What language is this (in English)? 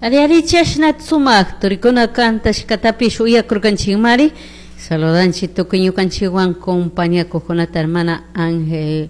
Chimborazo Highland Quichua